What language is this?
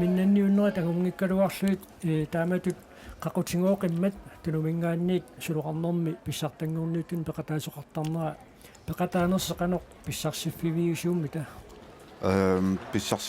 Kalaallisut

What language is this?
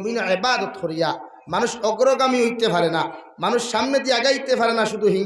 Sylheti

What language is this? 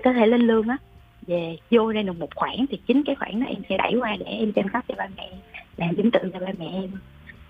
Vietnamese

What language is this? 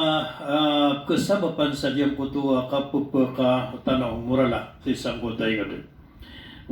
Maranao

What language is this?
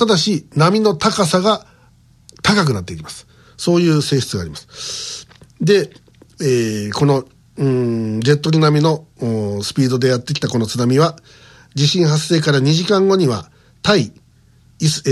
Japanese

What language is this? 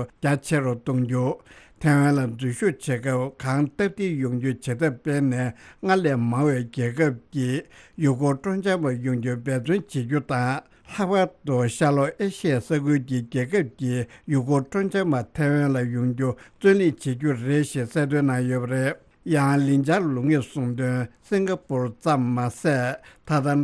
Tibetan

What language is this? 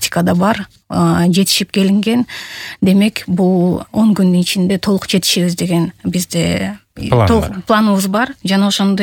Kyrgyz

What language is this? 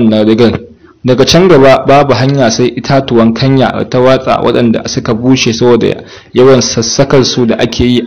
Hausa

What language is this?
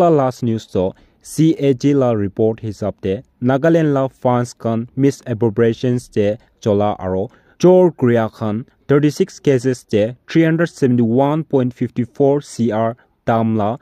Naga Pidgin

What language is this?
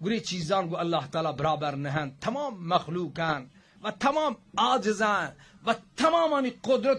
Baluchi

